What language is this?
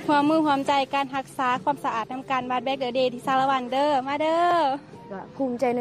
Lao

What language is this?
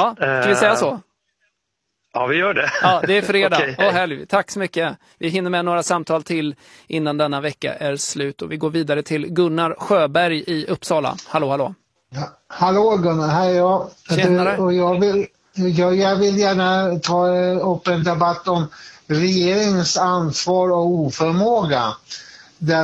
Swedish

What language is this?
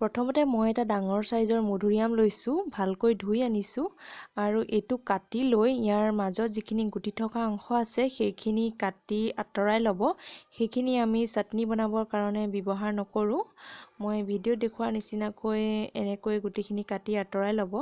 Assamese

